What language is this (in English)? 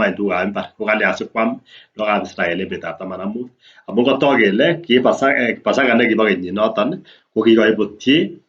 Kalenjin